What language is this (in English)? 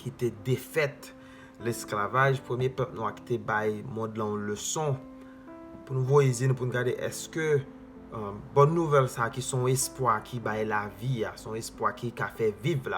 Haitian Creole